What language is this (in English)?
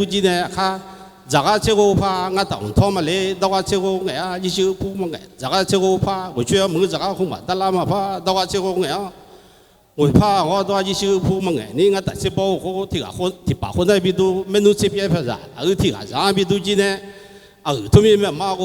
Akha